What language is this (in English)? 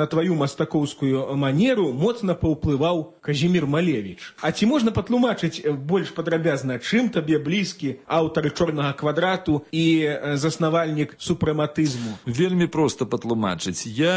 Belarusian